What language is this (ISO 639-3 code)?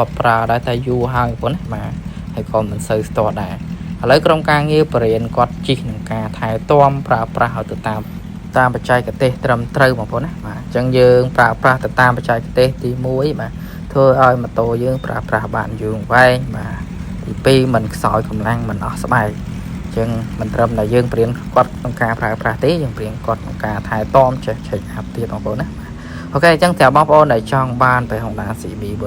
khm